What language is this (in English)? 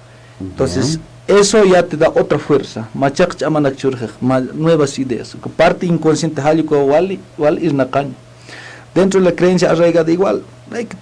Aymara